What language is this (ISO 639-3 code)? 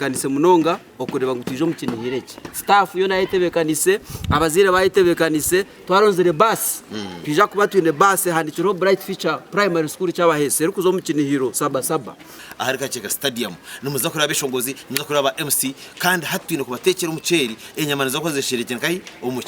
nyn